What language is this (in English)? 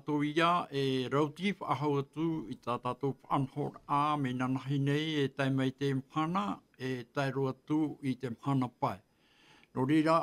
Tahitian